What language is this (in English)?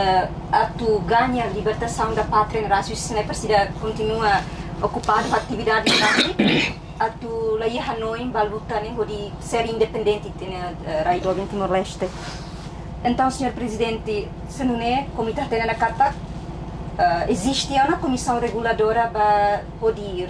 Tetum